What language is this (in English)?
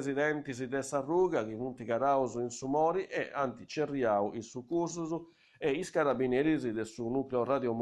Sardinian